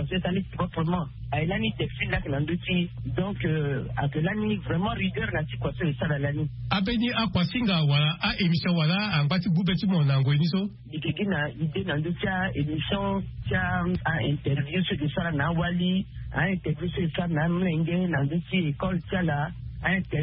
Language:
Sango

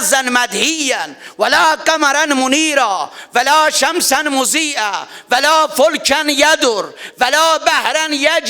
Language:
South Azerbaijani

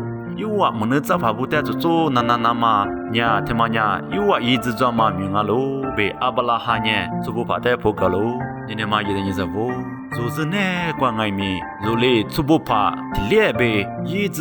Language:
Lisu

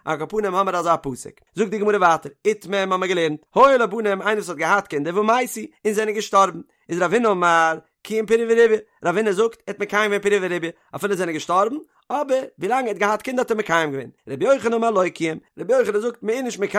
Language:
Yiddish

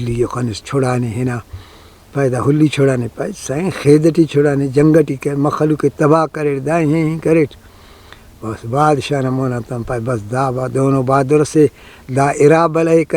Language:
Brahui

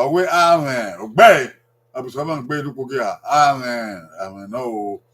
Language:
Bini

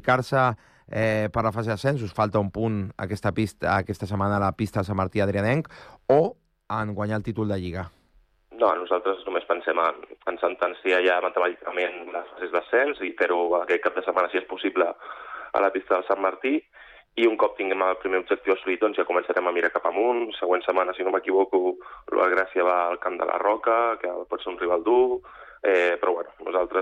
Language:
Catalan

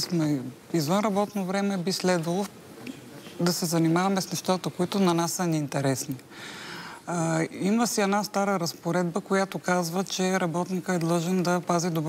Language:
Bulgarian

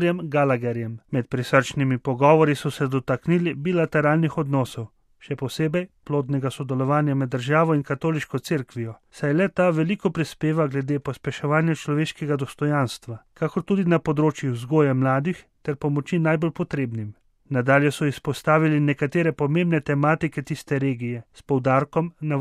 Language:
Slovenian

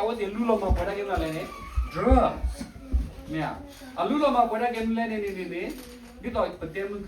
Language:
S'gaw Karen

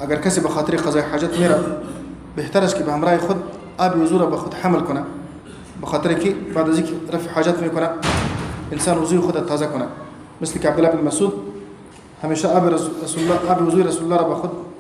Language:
Persian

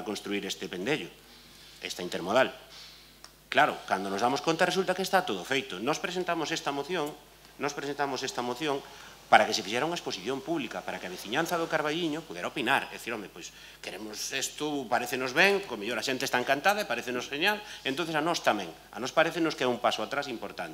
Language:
Galician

